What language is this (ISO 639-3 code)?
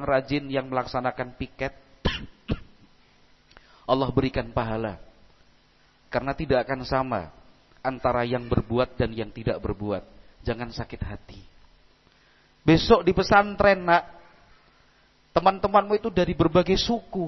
ind